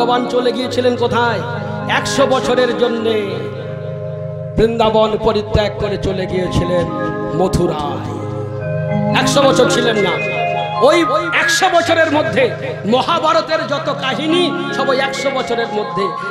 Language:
Bangla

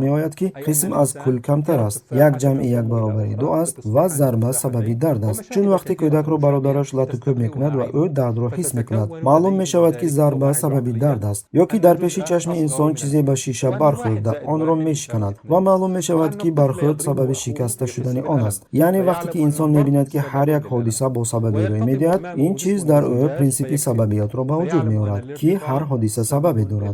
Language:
Tajik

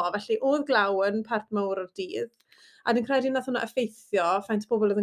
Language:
Welsh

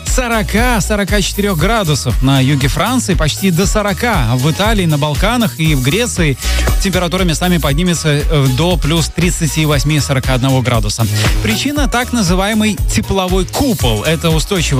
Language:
Russian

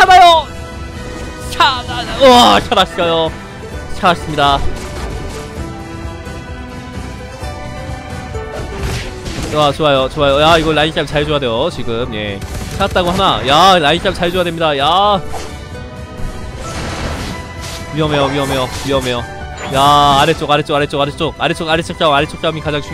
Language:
Korean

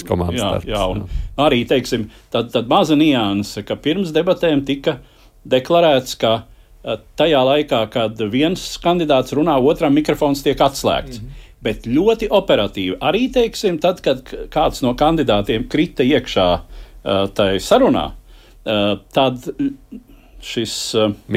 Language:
Latvian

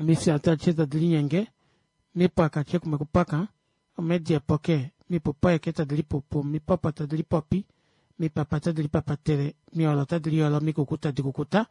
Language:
Kuanyama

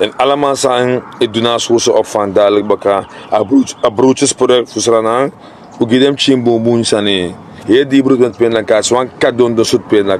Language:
Sranan Tongo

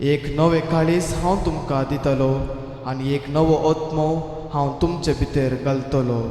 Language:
Konkani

